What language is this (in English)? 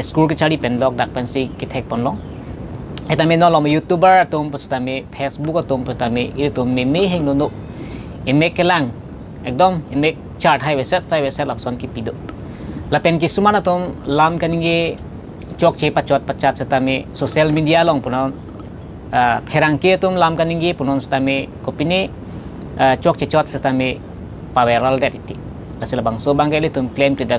Karbi